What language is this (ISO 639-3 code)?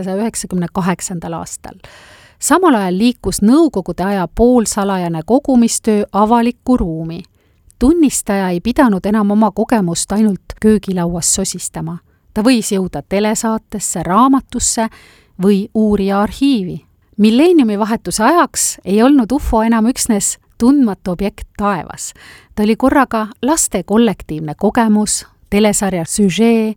est